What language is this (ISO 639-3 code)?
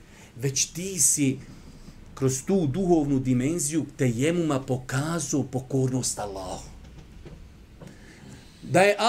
bos